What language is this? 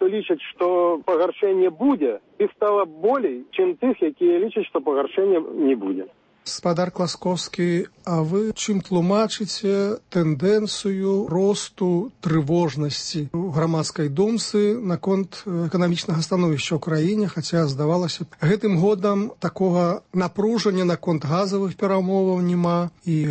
Belarusian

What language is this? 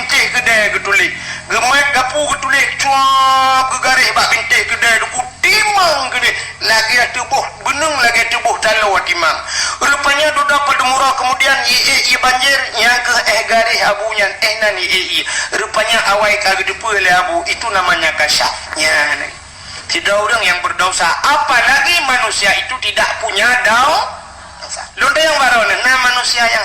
Achinese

